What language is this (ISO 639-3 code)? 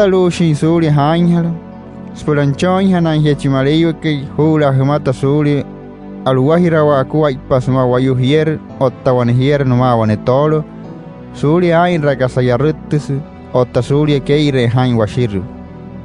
guc